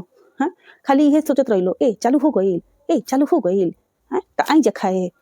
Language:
Bhojpuri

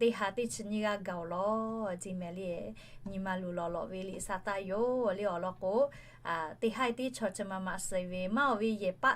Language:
Lahu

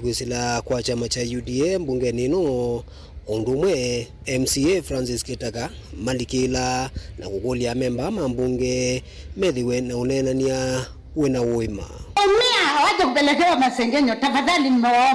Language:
Kamba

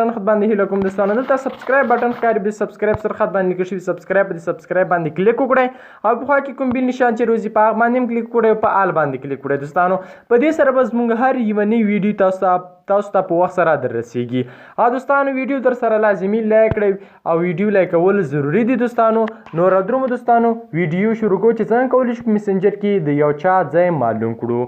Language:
Pashto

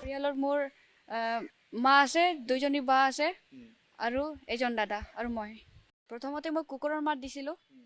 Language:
Assamese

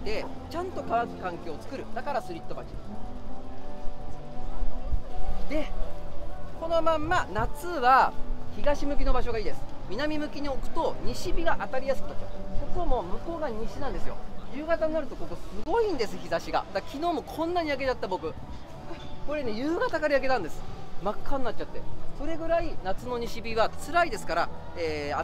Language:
Japanese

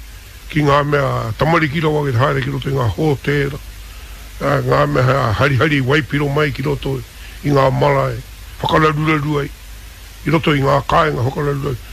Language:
Māori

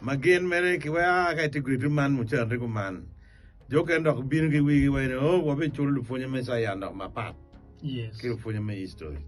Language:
Acoli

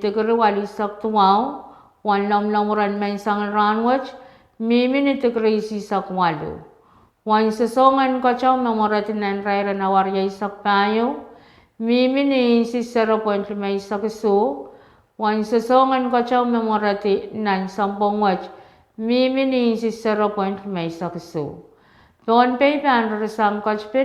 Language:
Pohnpeian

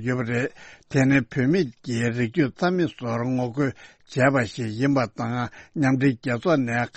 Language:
Tibetan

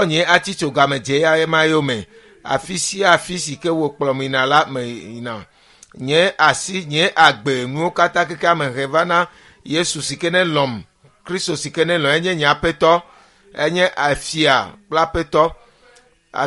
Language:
Ewe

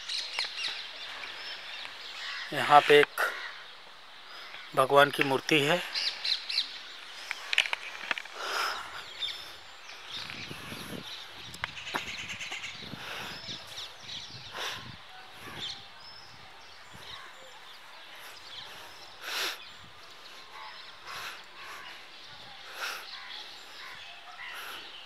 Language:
Hindi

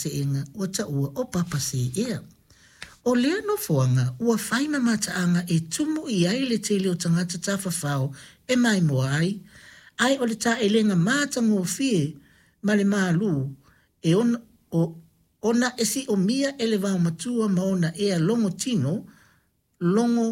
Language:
Samoan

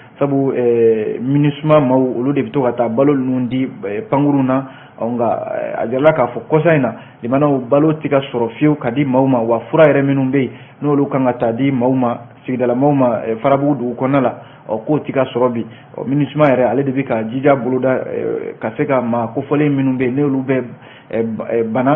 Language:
Bambara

